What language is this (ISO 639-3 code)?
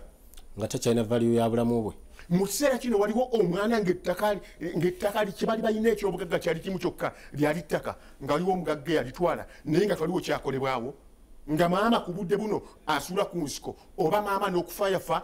lug